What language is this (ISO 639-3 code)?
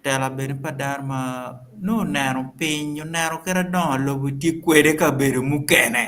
ach